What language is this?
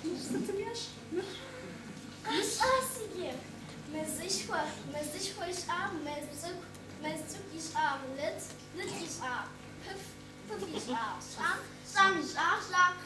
Kabardian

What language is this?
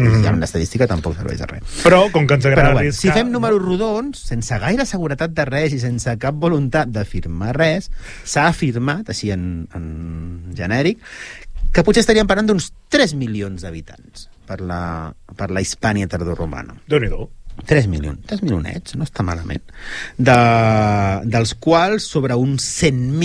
Catalan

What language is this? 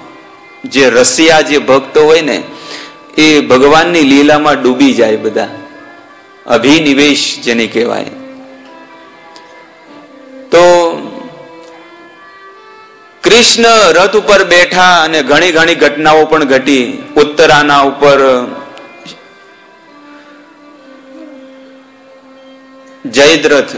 Gujarati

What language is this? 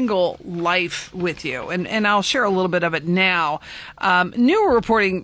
English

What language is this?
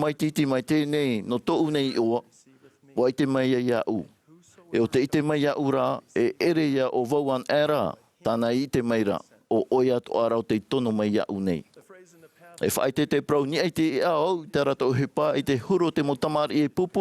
Tahitian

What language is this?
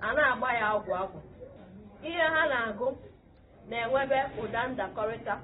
Igbo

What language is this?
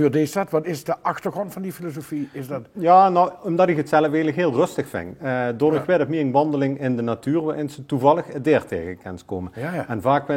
Limburgish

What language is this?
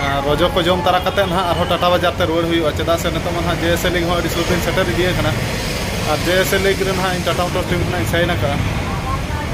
Santali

